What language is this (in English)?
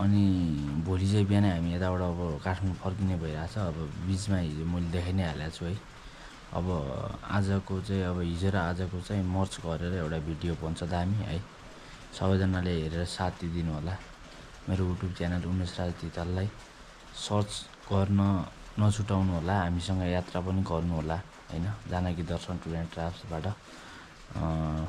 Nepali